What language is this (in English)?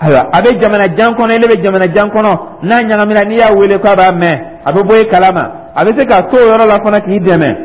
Dyula